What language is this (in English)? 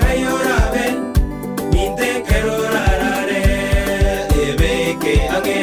Gusii